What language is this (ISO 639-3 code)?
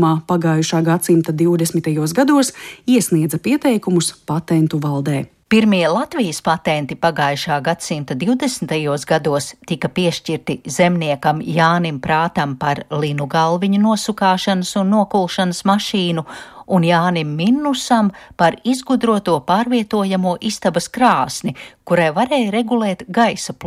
lav